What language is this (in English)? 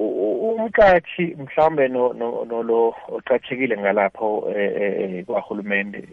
South Ndebele